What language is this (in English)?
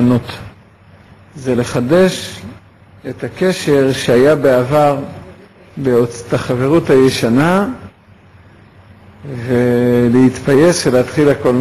Hebrew